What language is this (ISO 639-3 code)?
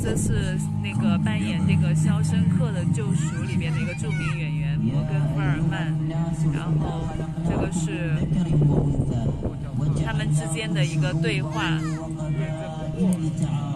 zho